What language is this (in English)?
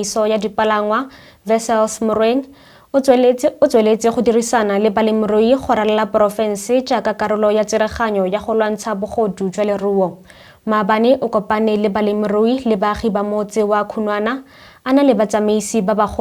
Tswana